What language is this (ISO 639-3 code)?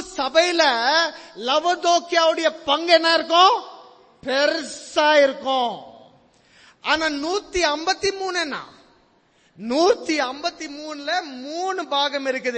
tam